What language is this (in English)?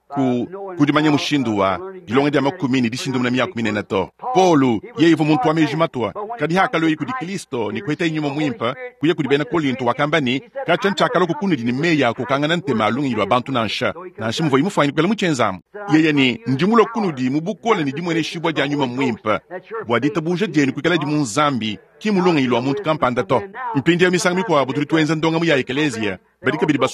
Luba-Lulua